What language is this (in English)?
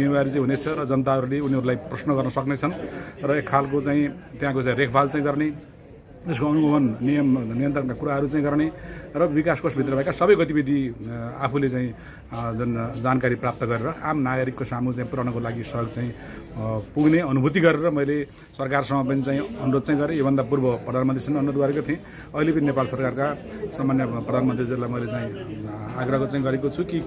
Nepali